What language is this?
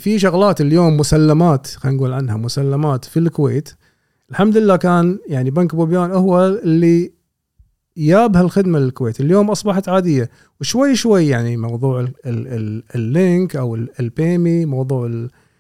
Gulf Arabic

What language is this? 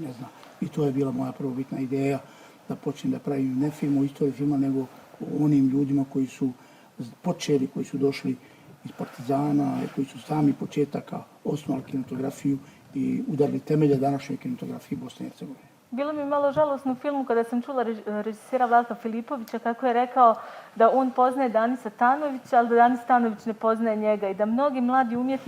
Bosnian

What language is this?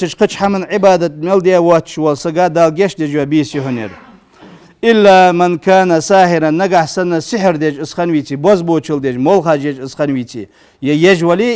Ingush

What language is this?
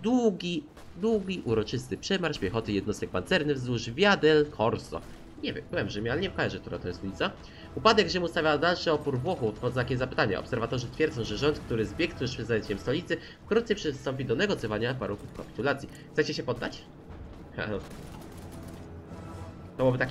Polish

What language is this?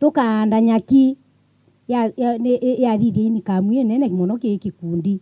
Meru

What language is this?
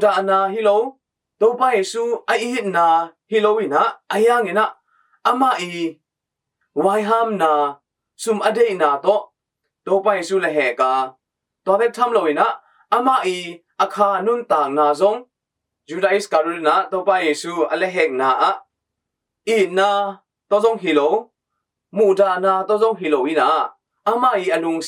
Tedim Chin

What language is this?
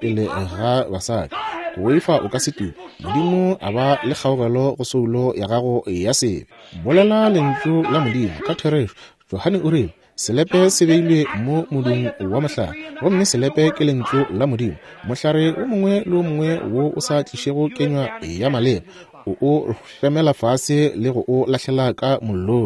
Northern Sotho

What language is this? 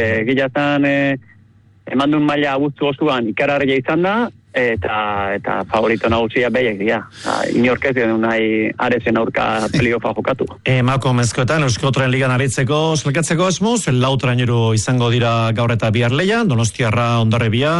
Basque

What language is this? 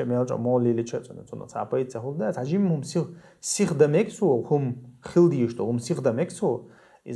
Chechen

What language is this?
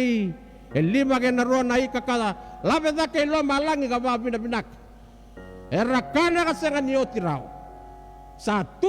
Fijian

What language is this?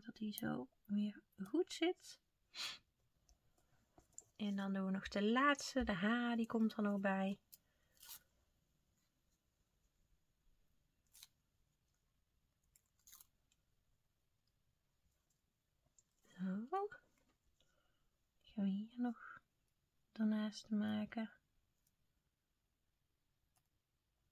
Dutch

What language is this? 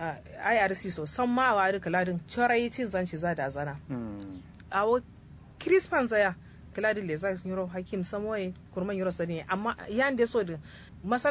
Kanuri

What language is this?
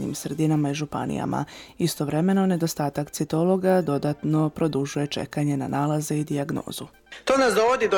Croatian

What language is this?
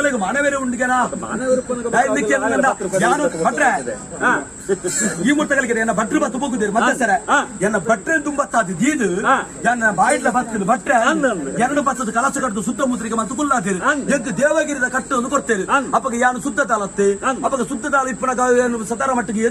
Tulu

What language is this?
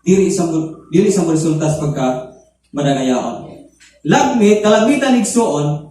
Cebuano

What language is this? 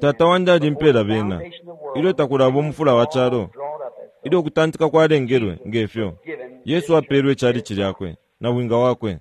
Bemba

